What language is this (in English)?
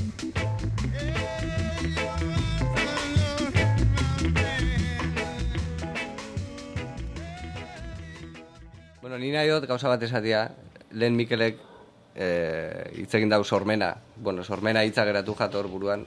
Basque